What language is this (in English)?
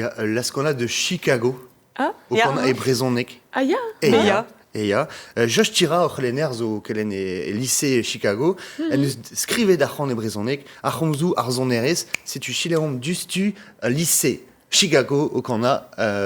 Breton